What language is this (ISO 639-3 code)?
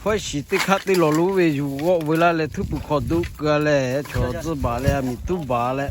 lhu